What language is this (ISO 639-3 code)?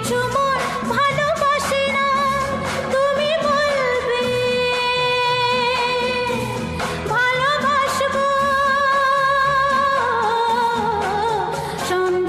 ben